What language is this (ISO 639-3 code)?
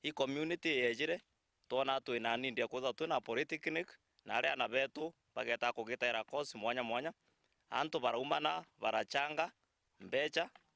mer